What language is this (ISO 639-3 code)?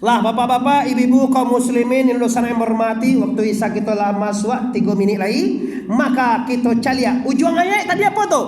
min